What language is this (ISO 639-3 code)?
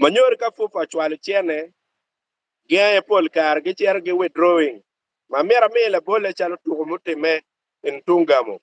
ach